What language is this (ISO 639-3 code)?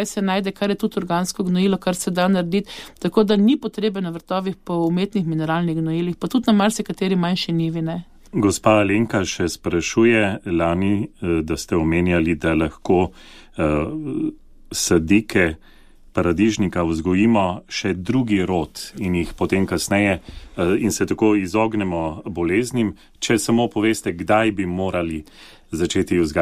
slv